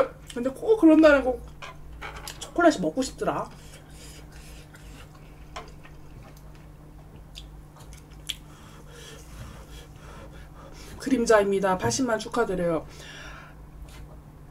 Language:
Korean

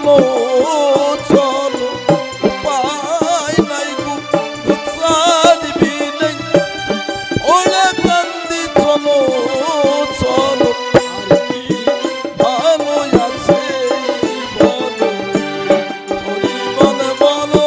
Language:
Bangla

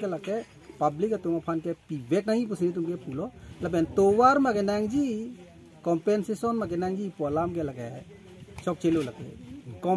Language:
Karbi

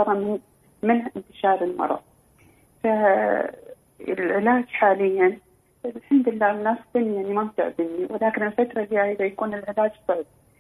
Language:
Arabic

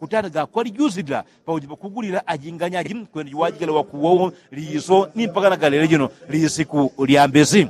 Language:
Yao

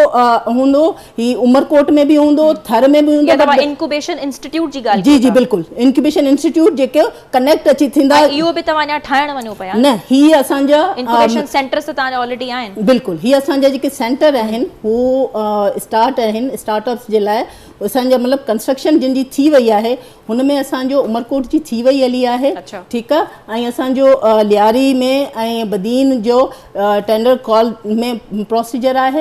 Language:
Sindhi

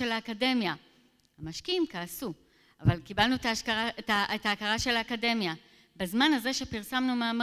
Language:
Hebrew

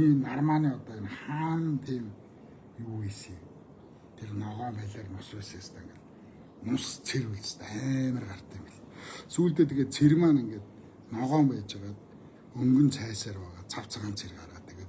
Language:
Mongolian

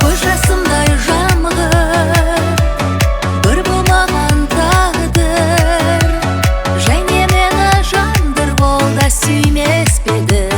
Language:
Kara-Kalpak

